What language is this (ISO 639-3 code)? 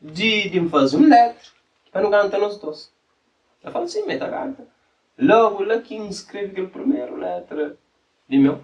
kea